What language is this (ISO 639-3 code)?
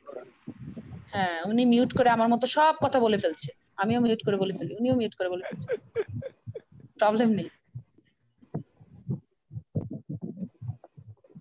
ben